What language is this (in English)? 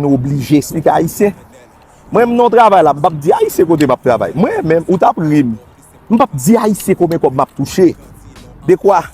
Haitian Creole